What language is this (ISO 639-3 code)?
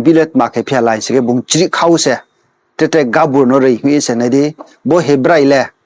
ria